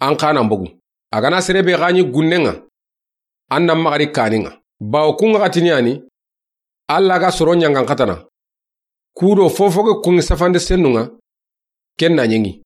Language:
Soninke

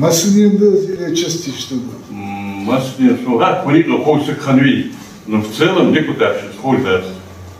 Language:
Ingush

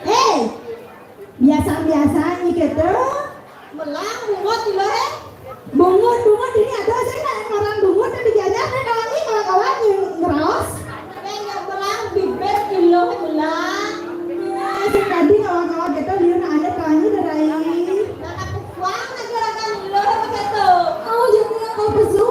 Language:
Balinese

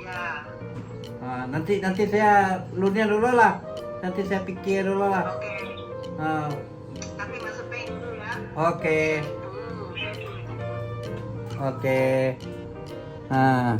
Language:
Iban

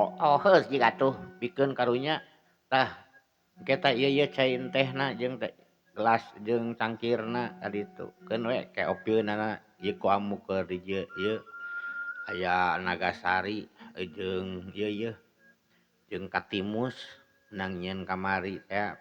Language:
Sundanese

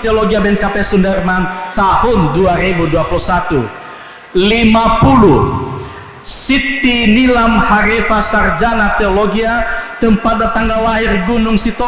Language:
Nias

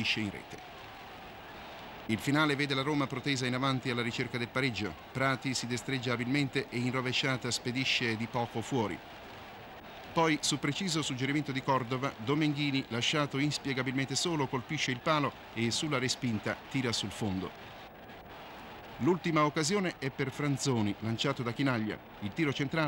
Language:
Italian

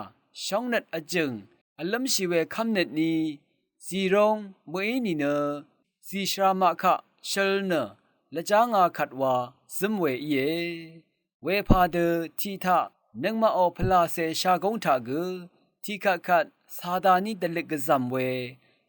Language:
Rawang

